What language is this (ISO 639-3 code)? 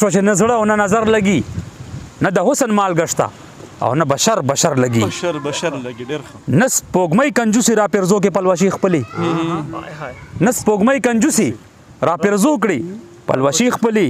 pus